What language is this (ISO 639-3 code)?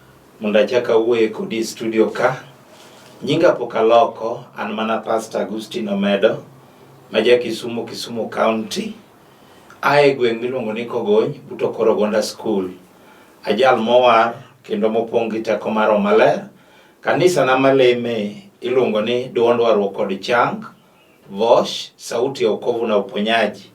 luo